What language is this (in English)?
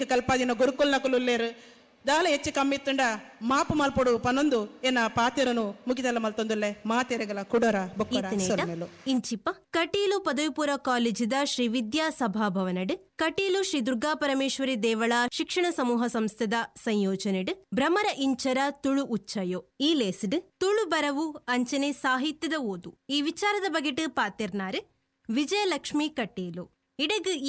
Tulu